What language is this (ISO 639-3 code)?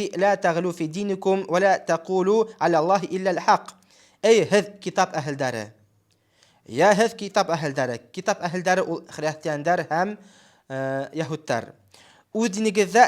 bak